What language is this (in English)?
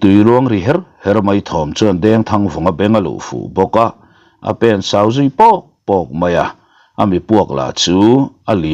Mizo